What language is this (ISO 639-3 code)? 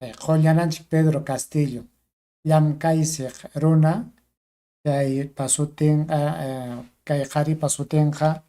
quy